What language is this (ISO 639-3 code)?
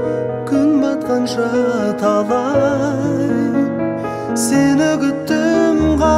kaz